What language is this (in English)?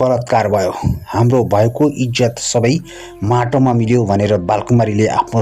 Nepali